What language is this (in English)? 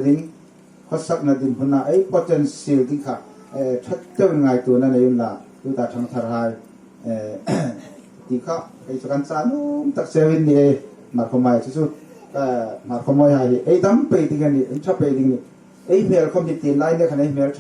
Hmar